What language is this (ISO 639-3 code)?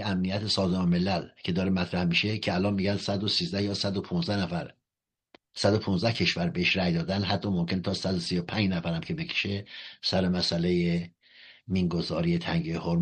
fas